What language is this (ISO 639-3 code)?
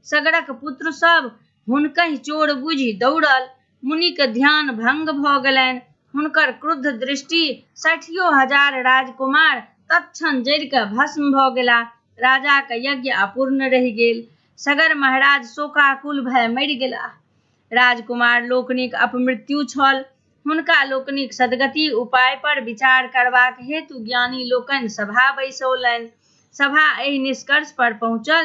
mai